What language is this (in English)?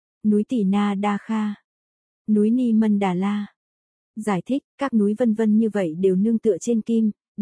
Vietnamese